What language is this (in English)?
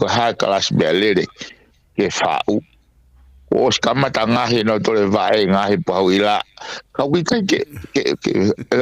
Tongan